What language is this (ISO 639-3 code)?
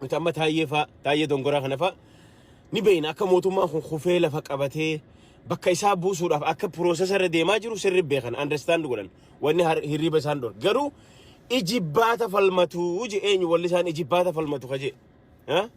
orm